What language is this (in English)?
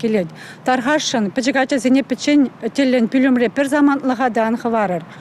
Chuvash